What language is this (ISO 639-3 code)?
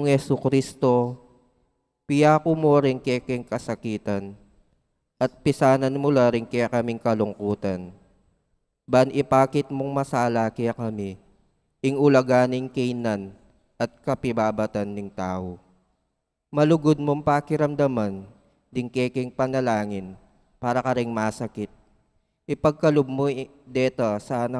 pam